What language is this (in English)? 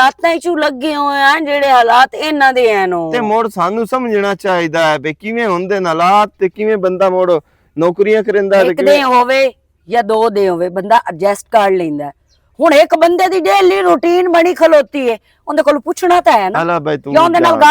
Western Panjabi